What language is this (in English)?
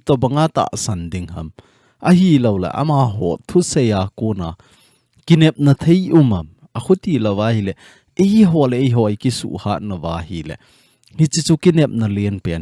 Thado Chin